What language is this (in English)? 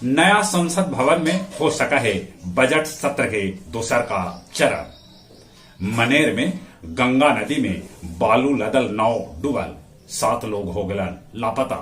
Magahi